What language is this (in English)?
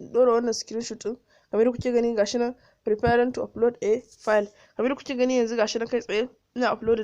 Hausa